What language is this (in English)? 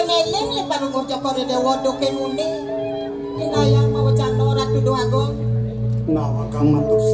Balinese